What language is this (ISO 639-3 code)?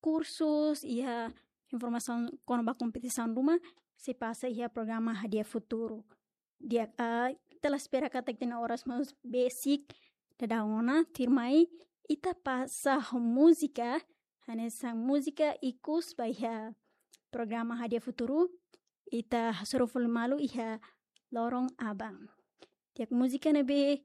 tet